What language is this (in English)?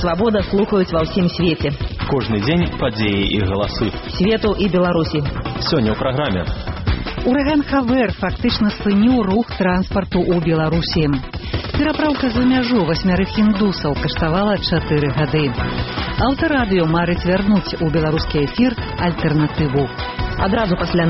Belarusian